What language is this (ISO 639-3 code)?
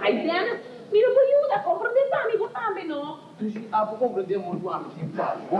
pap